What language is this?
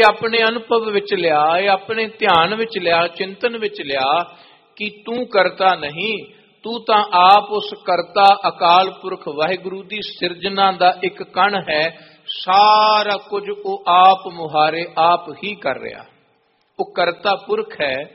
Punjabi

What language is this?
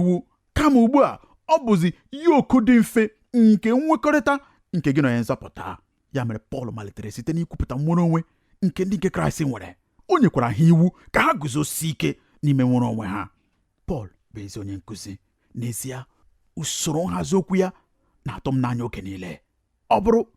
Igbo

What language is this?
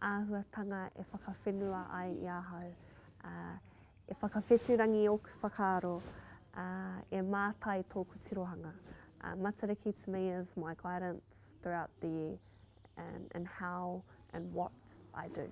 Māori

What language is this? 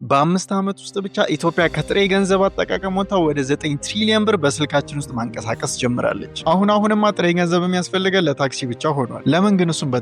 Amharic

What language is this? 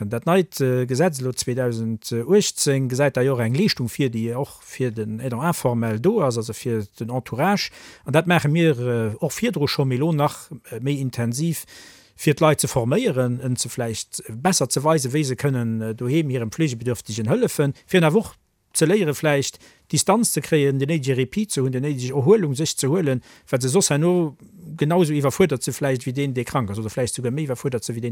Luxembourgish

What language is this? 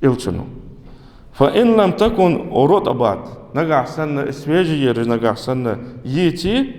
Ingush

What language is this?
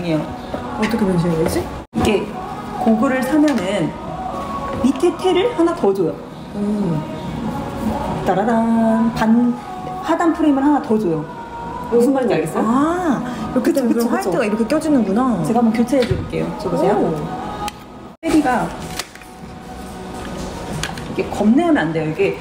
Korean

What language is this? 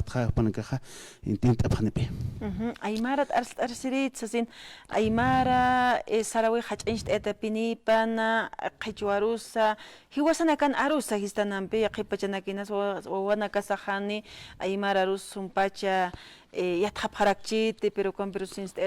Aymara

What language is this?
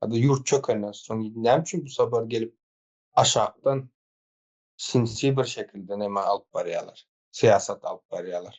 Turkmen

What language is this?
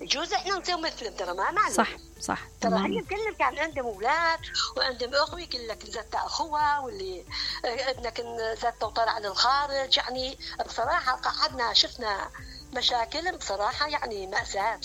Mesopotamian Arabic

